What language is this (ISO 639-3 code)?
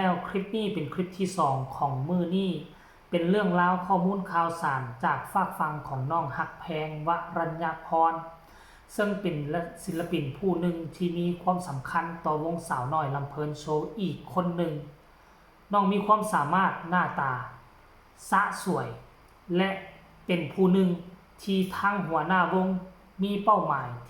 tts